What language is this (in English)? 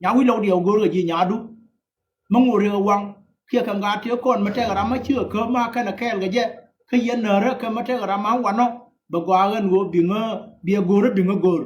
Nuer